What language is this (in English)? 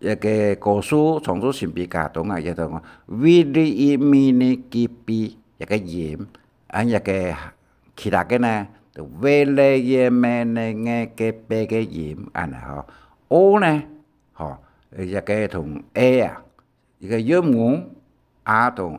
Hakka Chinese